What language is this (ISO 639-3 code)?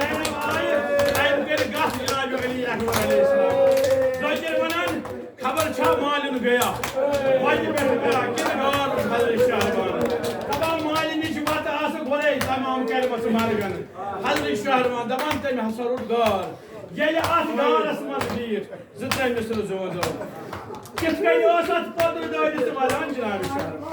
kas